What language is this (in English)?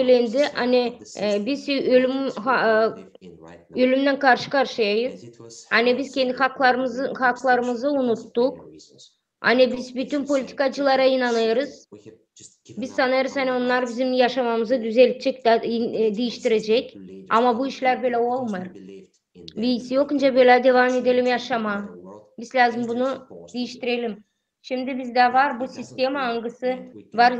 Gagauz